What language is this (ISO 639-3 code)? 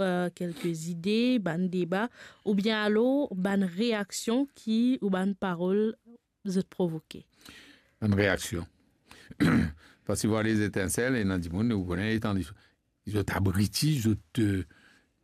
mfe